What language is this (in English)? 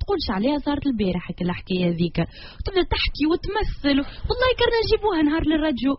Tunisian Arabic